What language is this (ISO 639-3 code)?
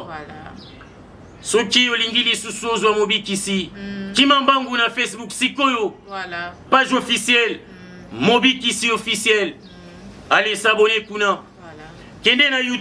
lin